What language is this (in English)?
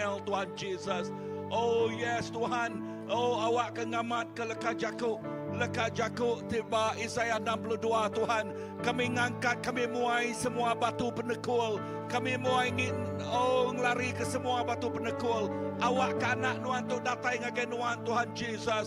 Iban